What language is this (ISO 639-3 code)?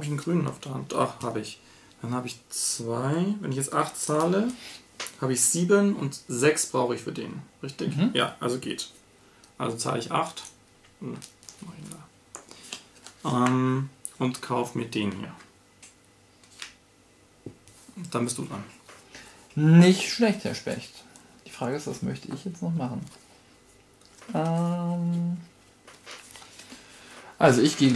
deu